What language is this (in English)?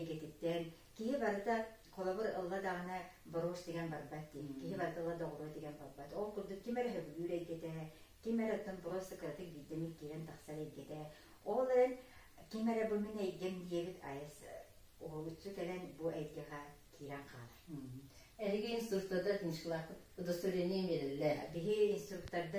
Yakut